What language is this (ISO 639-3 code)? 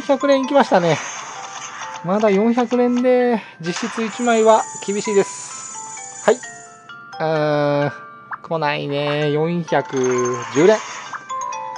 jpn